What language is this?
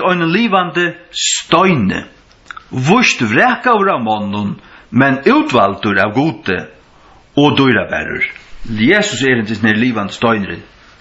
Faroese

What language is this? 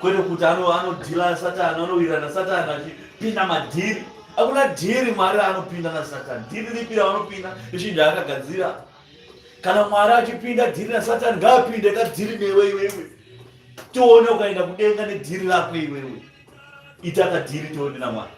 Shona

